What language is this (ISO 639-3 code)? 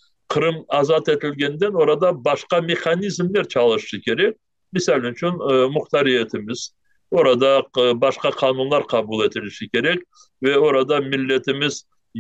crh